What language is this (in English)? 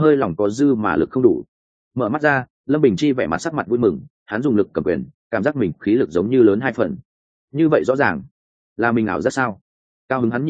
Vietnamese